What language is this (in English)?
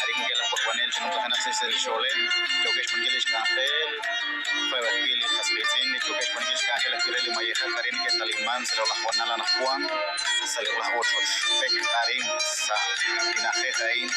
Kekchí